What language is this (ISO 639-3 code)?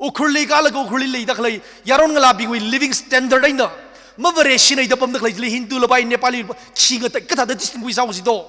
nmf